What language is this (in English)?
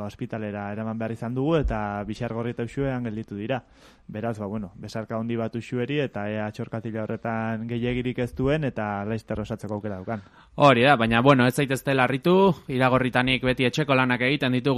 Basque